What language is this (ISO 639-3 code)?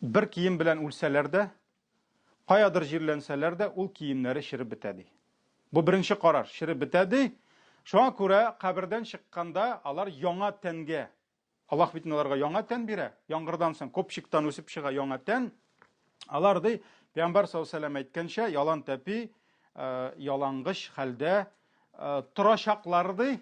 tat